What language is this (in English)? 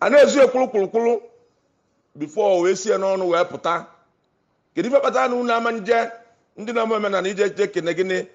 Igbo